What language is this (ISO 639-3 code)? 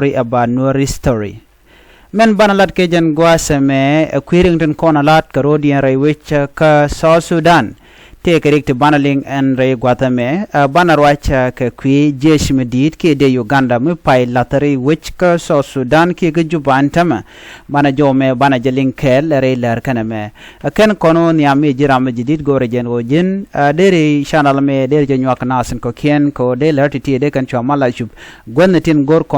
nus